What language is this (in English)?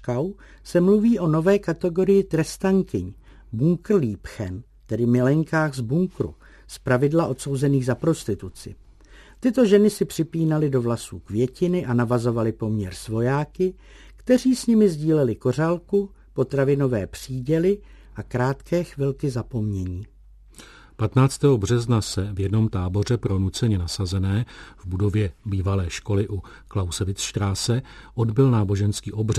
Czech